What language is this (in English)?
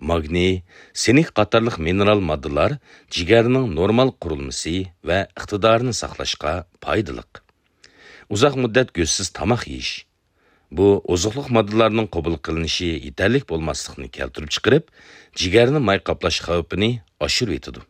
Uyghur